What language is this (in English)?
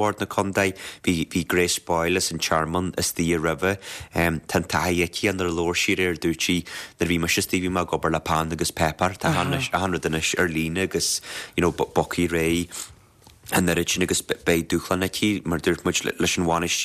Irish